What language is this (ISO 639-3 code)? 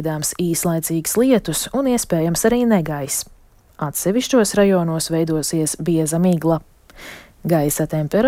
lav